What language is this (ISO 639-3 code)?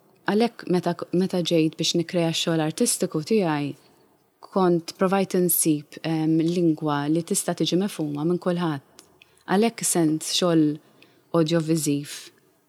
mlt